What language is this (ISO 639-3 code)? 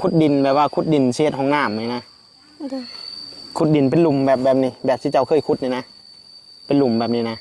tts